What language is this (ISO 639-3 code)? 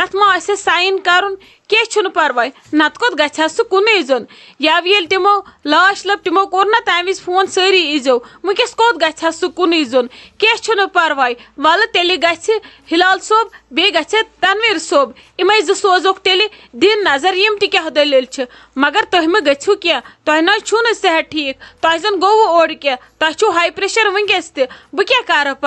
kas